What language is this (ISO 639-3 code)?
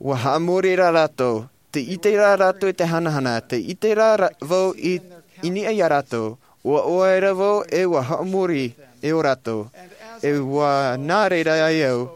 tah